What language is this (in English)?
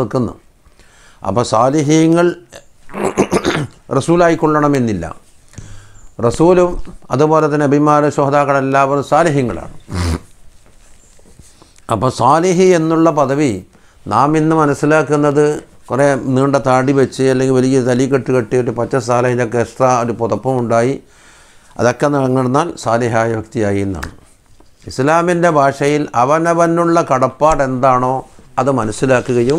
Malayalam